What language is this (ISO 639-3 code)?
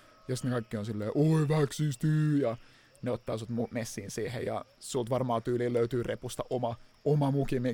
fin